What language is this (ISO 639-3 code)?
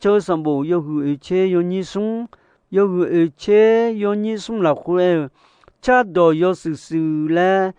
ahk